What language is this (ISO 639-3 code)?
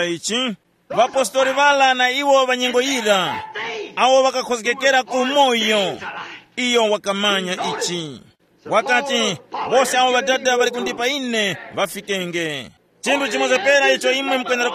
tum